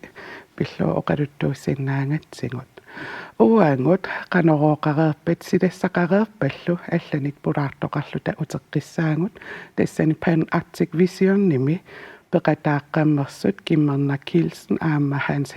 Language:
Kalaallisut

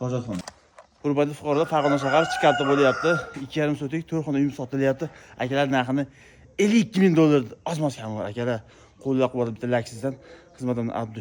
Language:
Uzbek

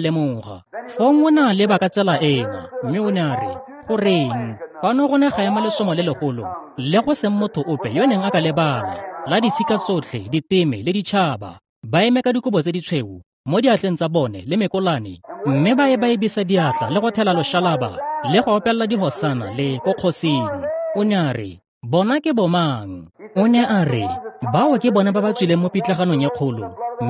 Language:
Tswana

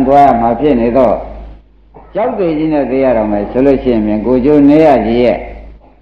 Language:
Burmese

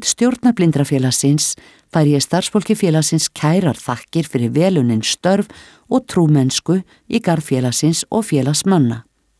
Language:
Icelandic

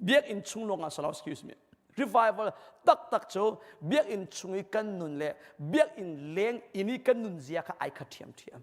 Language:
Hakha Chin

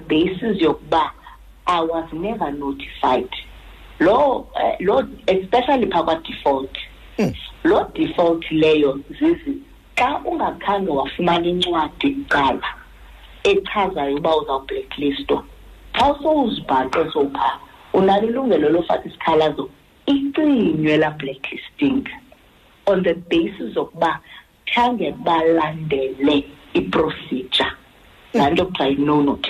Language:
Xhosa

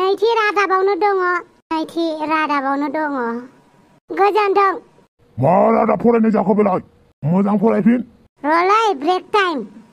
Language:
Bodo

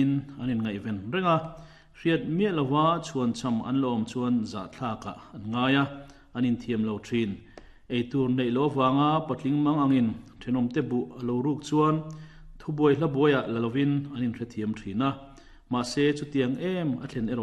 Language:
Mizo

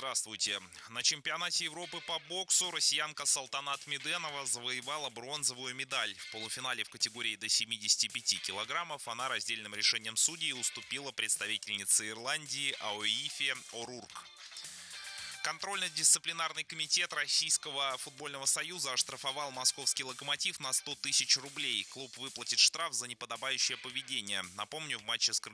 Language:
Russian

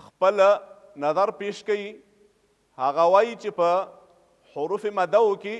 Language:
Pashto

